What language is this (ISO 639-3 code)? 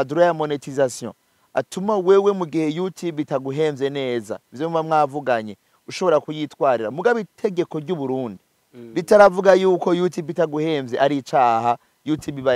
run